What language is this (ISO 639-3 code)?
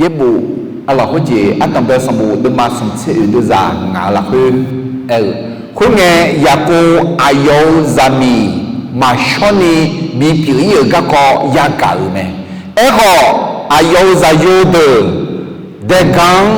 ahk